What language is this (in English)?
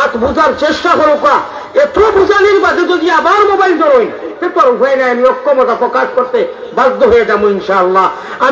Sylheti